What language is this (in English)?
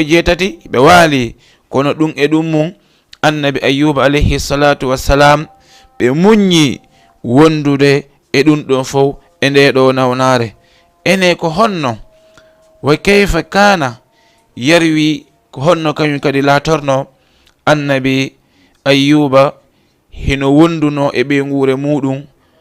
Fula